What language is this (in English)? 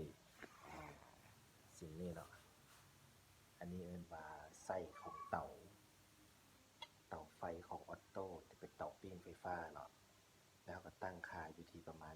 Lao